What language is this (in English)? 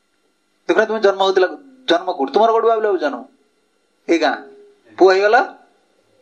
Odia